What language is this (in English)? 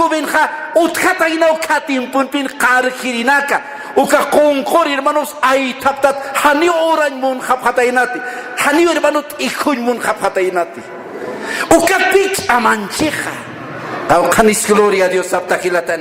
Aymara